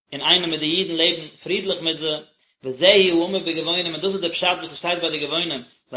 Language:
Yiddish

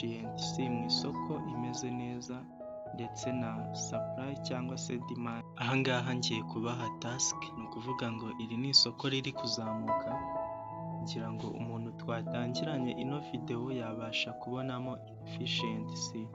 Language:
Kinyarwanda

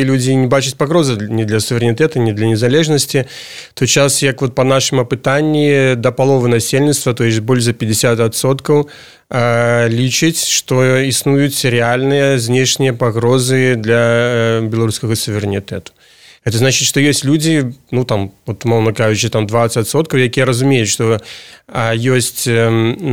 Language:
Belarusian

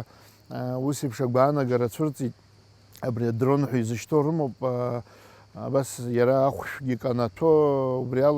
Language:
Abkhazian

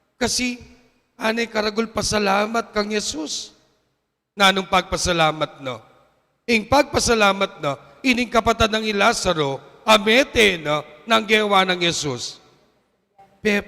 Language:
Pampanga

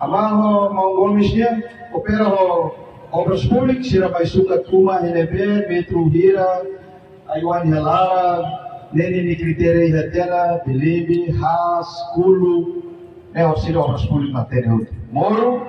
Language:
Tetum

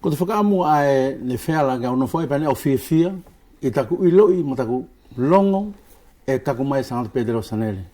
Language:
Wallisian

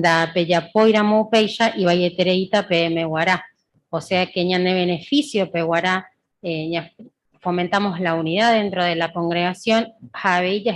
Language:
Guarani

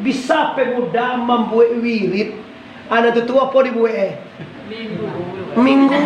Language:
Minangkabau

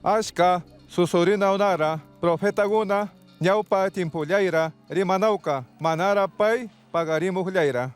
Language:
Chimborazo Highland Quichua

